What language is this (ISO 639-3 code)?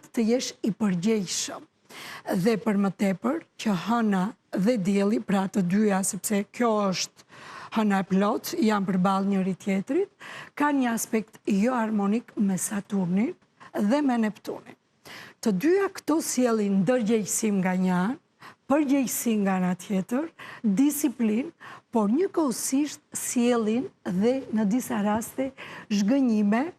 sqi